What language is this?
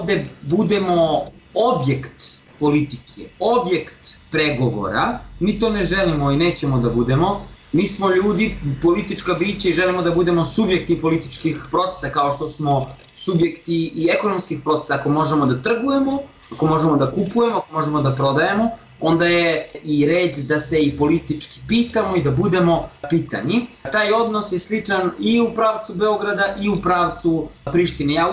Serbian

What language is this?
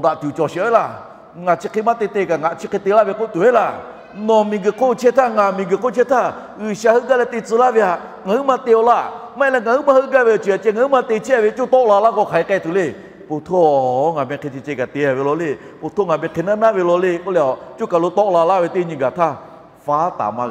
Lahu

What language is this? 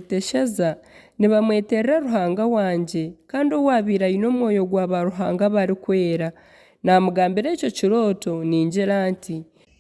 Nyankole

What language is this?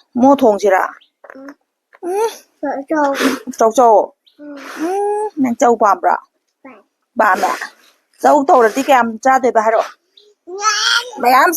Manipuri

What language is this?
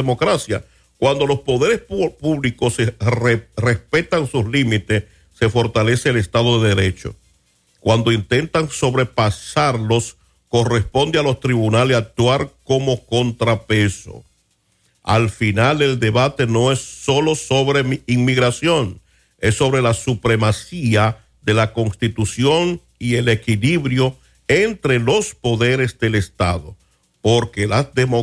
Spanish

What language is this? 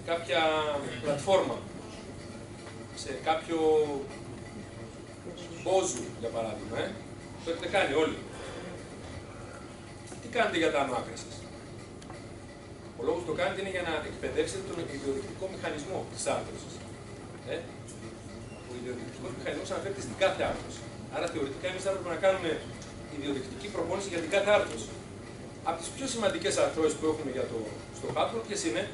Greek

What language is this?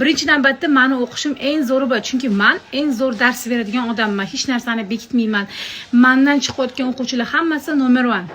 Uzbek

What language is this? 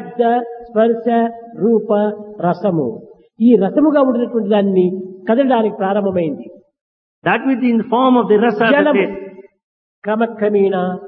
Telugu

